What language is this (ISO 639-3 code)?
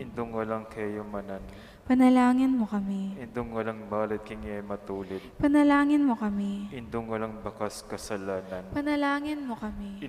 pam